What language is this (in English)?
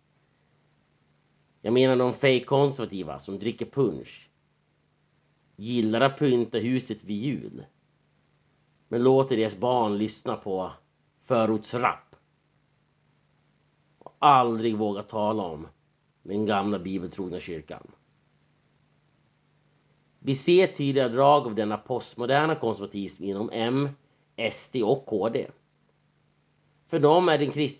Swedish